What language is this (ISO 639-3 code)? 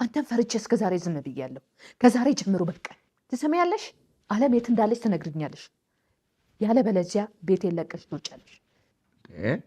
amh